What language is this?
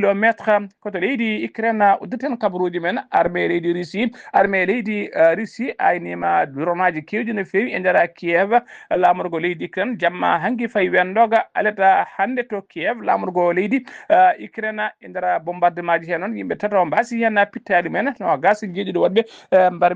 Fula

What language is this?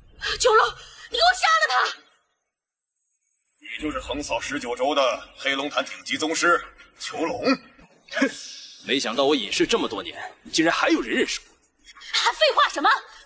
Chinese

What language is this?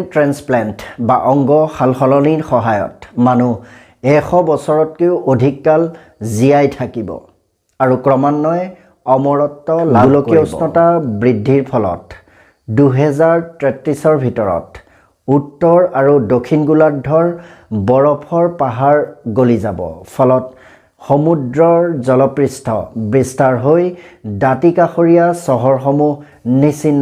Assamese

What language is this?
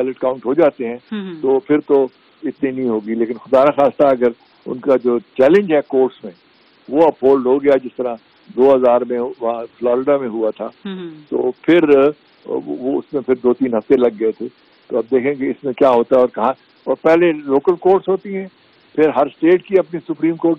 Urdu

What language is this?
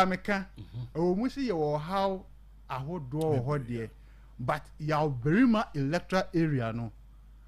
Akan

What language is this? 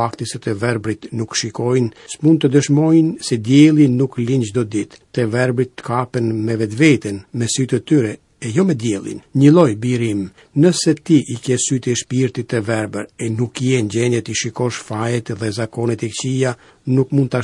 Albanian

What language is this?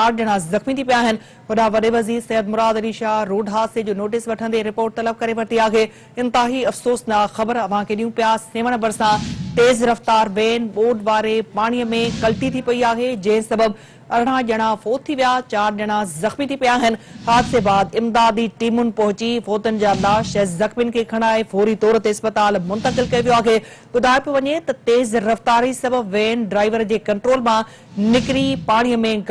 Sindhi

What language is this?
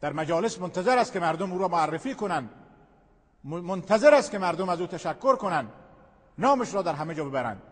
Persian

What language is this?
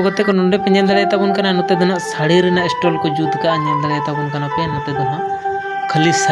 Santali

